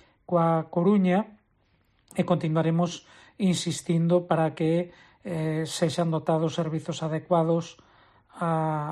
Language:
Galician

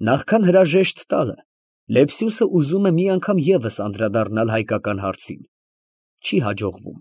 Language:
Armenian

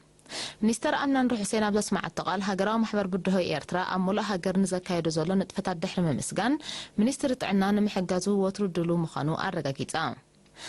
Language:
Tigrinya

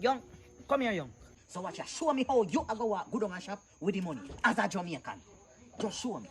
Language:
Jamaican Creole English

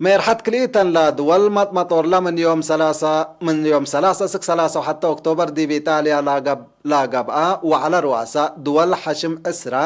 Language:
Tigre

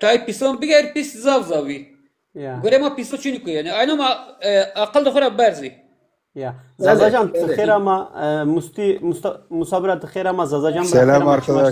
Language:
Zaza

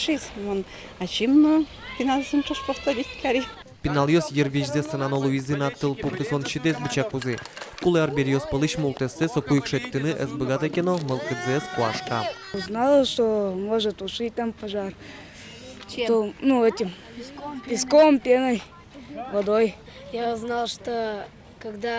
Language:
Udmurt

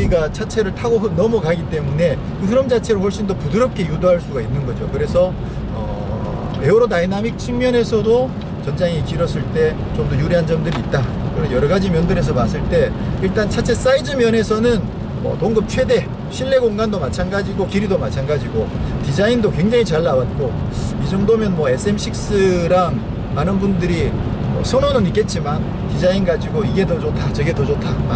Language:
Korean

